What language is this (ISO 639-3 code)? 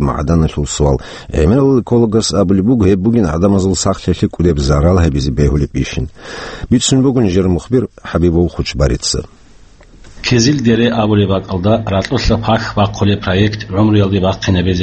ava